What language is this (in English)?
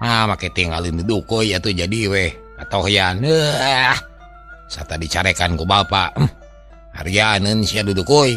Sundanese